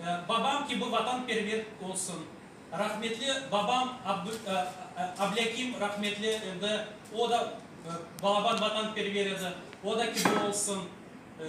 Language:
Crimean Tatar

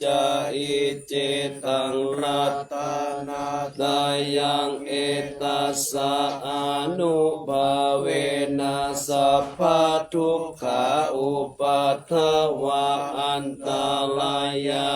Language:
Pali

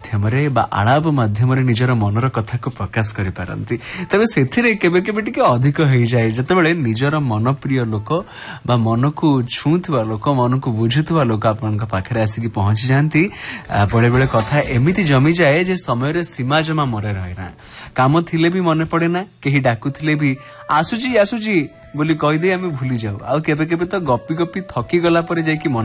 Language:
Odia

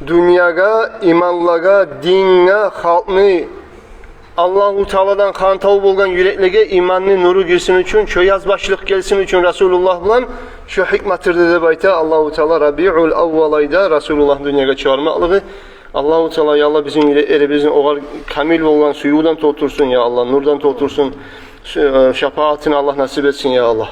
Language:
Kumyk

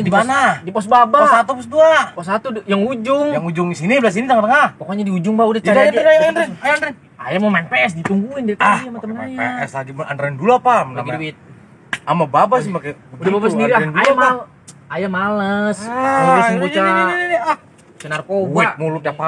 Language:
Betawi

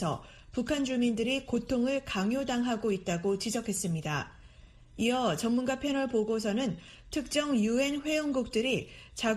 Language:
Korean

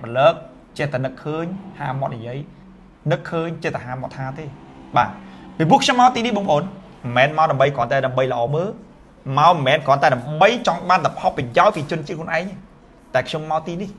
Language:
Khmer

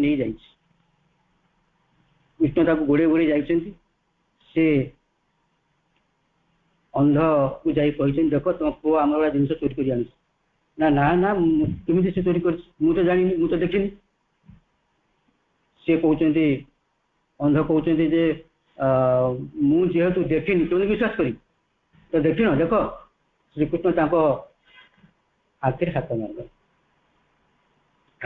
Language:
Odia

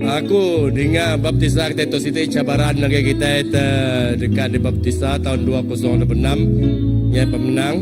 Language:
Iban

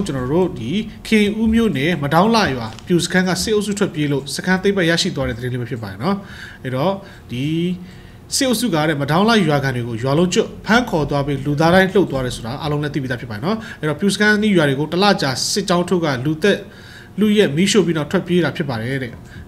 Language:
Burmese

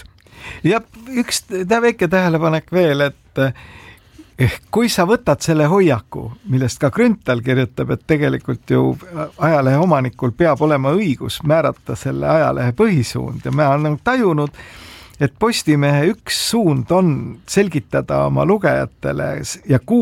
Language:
Estonian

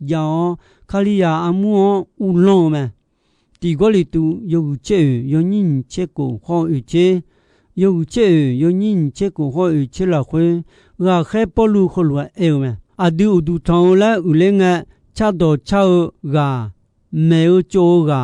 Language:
Akha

